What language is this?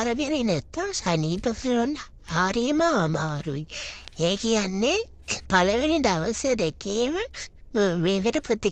Sinhala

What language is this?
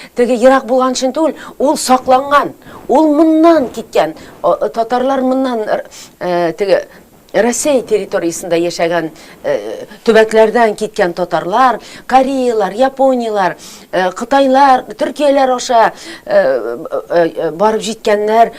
Tatar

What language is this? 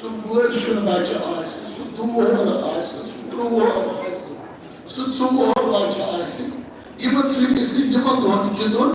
Kashmiri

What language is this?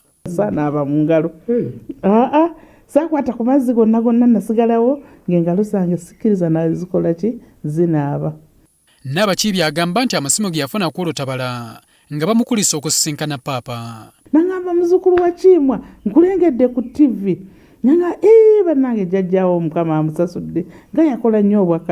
Ganda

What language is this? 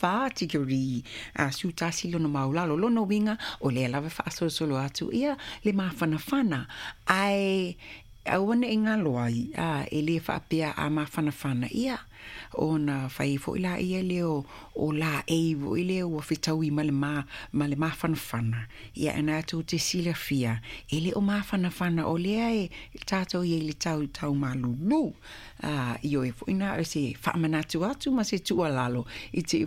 Samoan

